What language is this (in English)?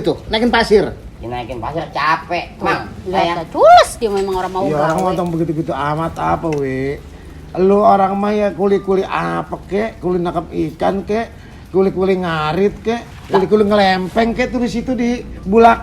Betawi